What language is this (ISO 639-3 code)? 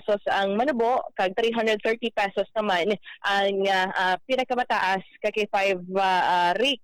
hil